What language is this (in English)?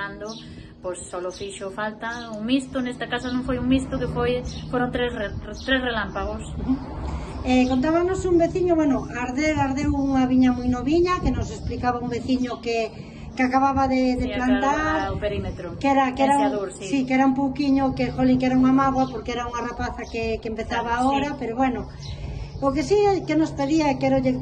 Galician